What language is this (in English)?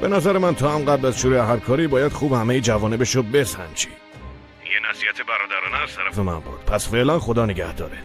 Persian